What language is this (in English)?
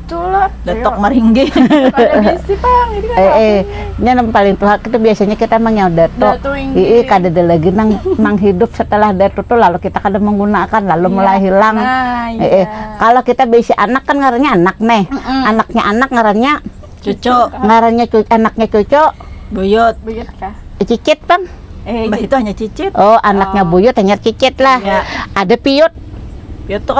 Banjar